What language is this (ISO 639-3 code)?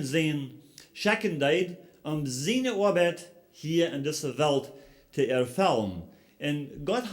pdt